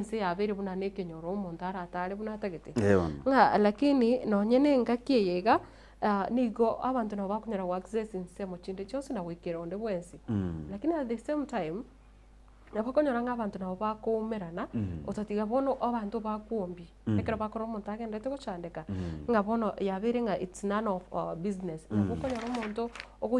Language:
Gusii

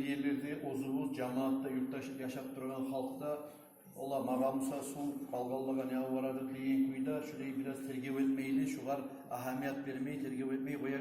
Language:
Kumyk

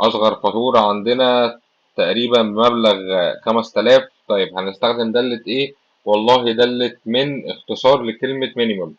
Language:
Egyptian Arabic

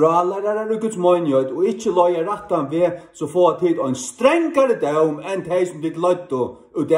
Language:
Faroese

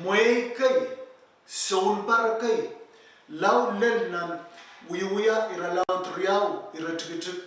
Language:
Pohnpeian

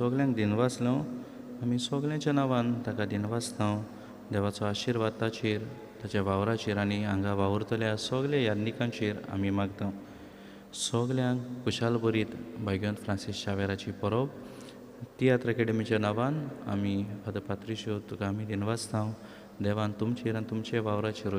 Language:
Konkani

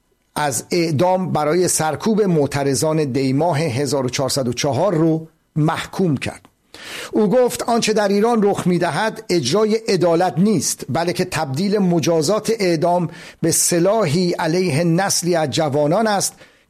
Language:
Persian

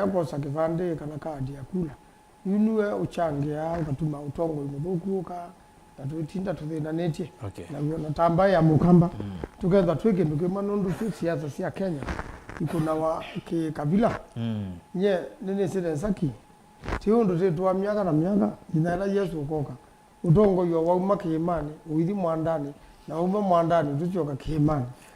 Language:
Kamba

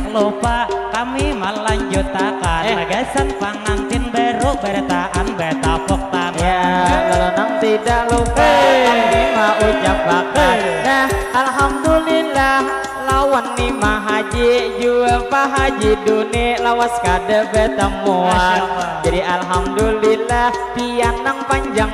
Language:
Banjar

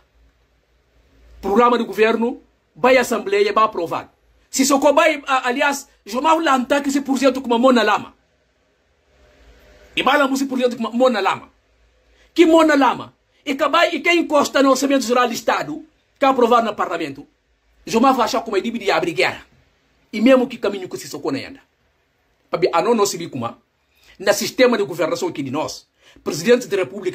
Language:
Portuguese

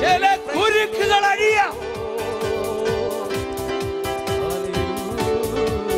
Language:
Malayalam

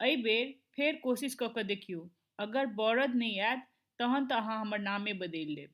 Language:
Maithili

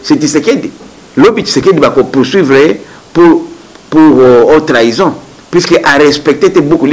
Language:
Lingala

